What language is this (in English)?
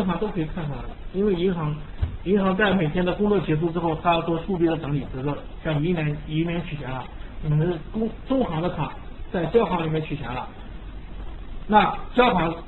Chinese